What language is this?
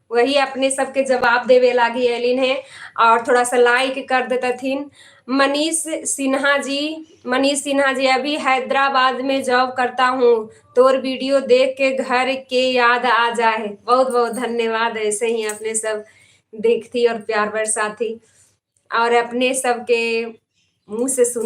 Magahi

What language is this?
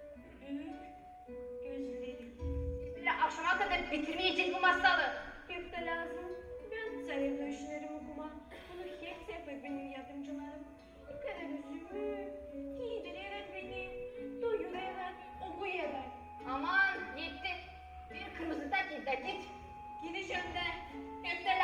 Gagauz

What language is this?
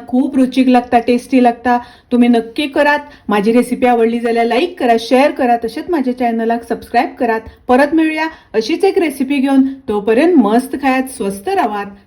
Konkani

